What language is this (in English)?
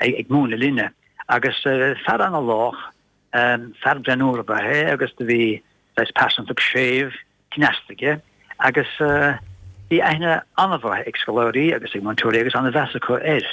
Irish